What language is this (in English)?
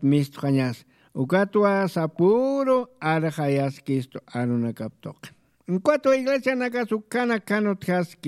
Aymara